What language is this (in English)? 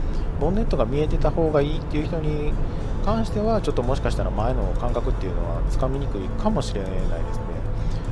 Japanese